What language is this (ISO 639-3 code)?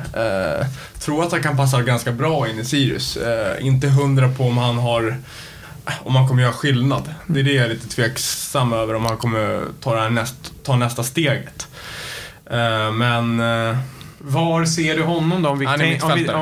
swe